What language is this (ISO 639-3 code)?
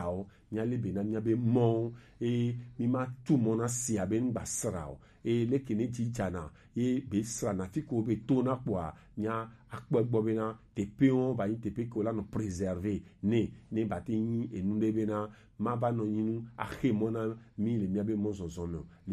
gej